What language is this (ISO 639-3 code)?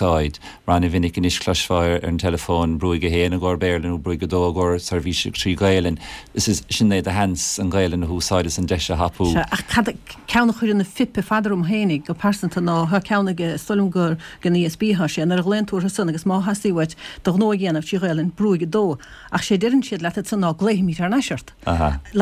gle